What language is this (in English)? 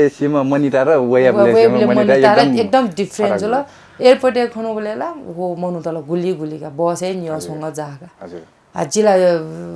Newari